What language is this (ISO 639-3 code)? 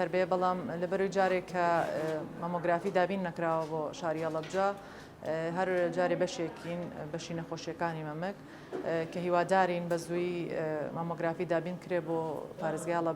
ckb